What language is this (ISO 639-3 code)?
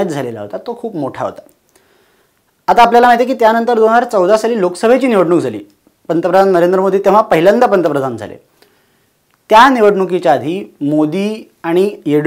mar